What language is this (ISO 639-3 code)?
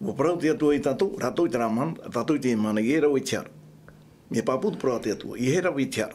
tah